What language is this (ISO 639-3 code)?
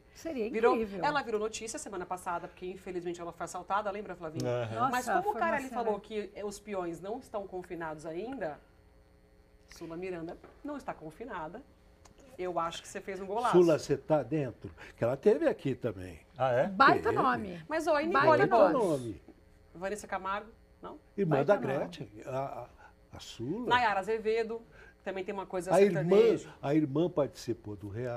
por